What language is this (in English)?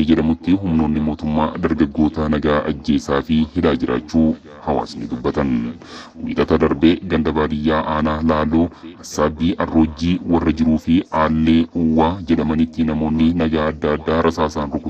Oromo